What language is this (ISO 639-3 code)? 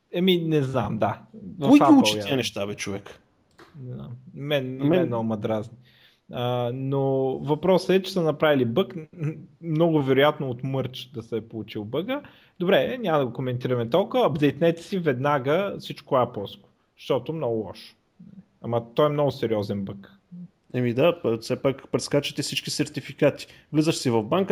bul